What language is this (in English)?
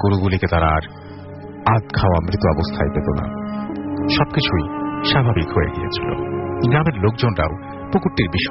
Bangla